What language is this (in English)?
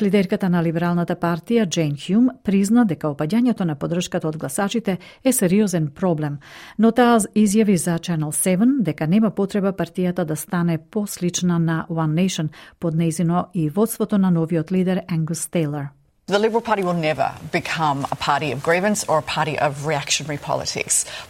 Macedonian